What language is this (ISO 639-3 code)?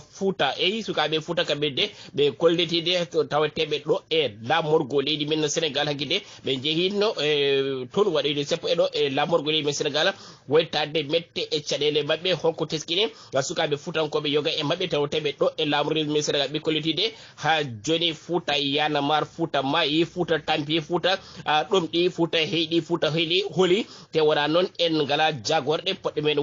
ful